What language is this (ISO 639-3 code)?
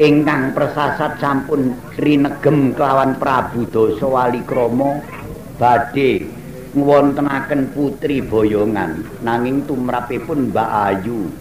jav